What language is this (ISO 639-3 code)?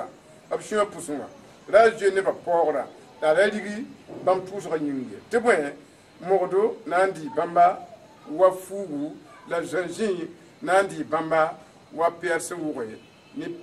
mos